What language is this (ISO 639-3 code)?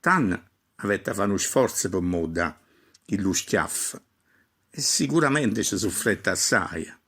nap